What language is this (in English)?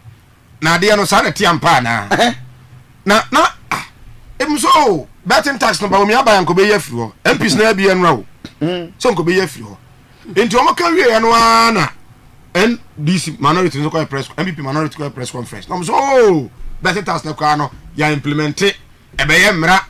Akan